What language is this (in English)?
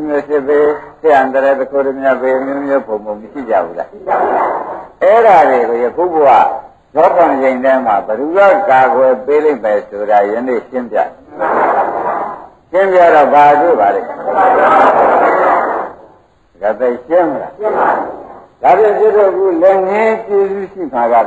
Burmese